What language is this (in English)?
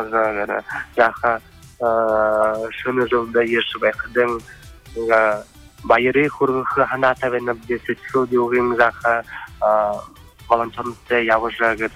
Buriat